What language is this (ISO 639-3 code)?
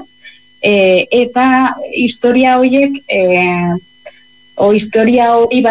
eus